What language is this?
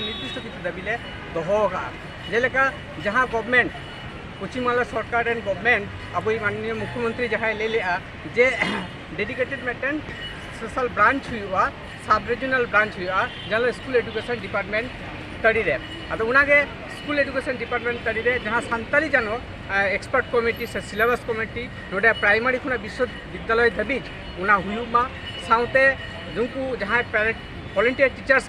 Santali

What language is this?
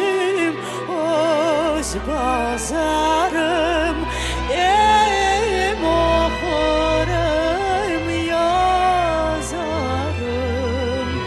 Crimean Tatar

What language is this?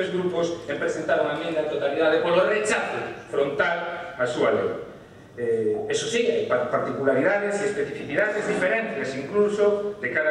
Galician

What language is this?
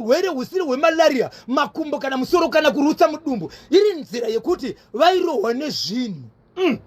Shona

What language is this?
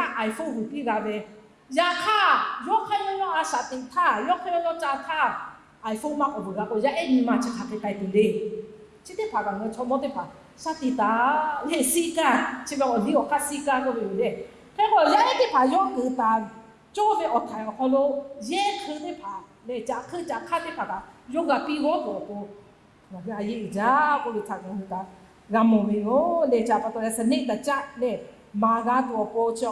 Lahu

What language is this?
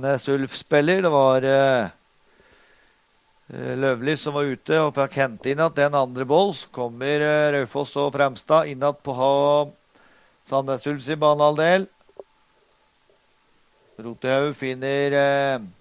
Norwegian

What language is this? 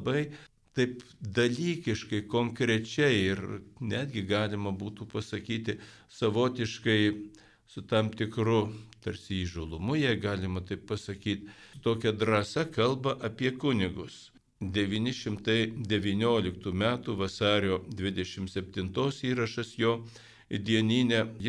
Lithuanian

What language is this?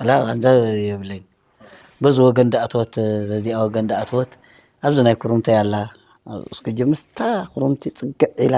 Tigrinya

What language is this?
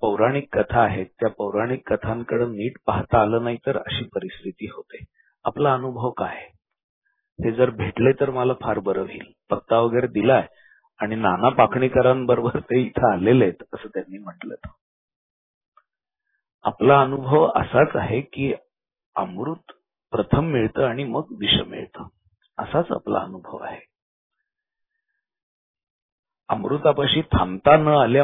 Marathi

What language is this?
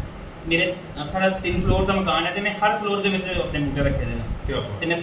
Dogri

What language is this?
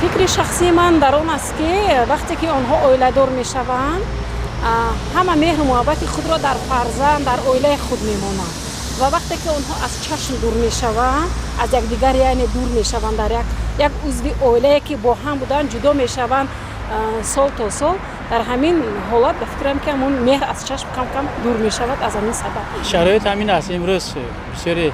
Tajik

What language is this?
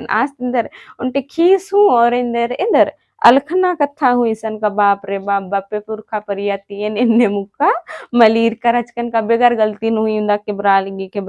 Kurukh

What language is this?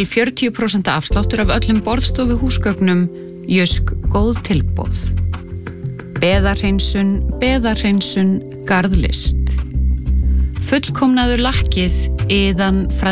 Icelandic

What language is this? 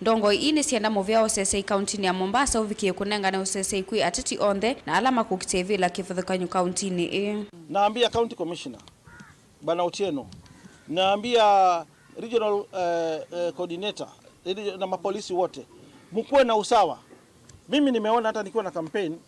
Kamba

